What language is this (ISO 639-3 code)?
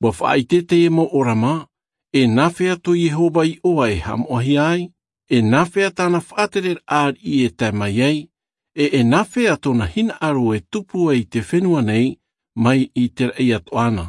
tah